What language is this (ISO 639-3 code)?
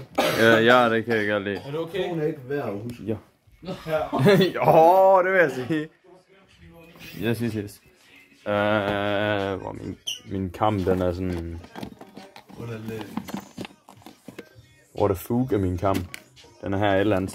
dan